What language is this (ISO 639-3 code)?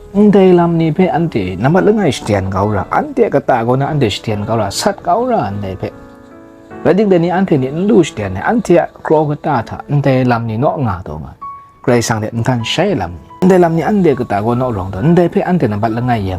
kac